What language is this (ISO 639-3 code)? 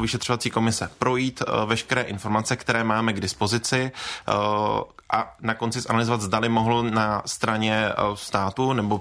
ces